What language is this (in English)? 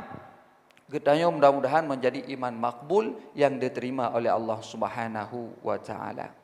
Achinese